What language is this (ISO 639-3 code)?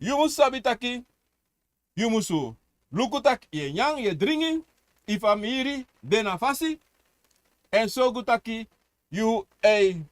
srn